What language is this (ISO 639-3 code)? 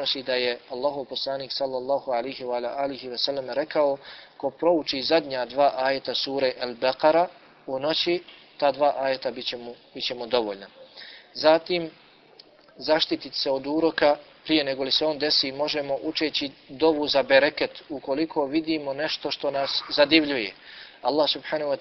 bos